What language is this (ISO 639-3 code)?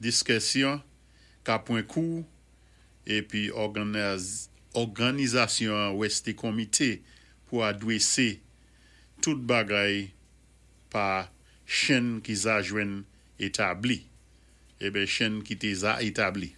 acf